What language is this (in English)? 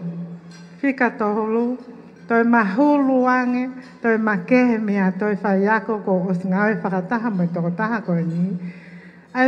Tongan